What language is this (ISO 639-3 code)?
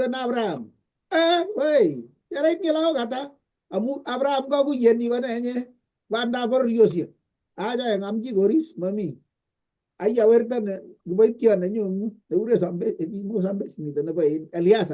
kln